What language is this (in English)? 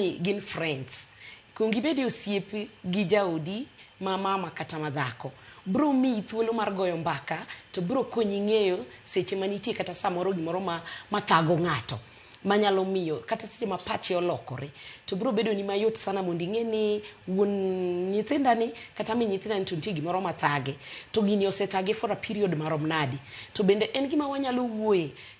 Luo (Kenya and Tanzania)